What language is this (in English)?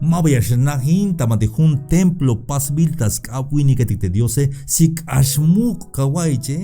Tzeltal